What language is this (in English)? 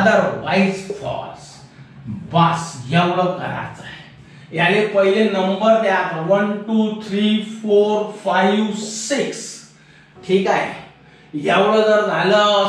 Marathi